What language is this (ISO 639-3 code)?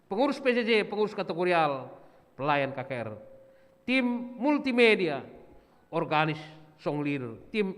btx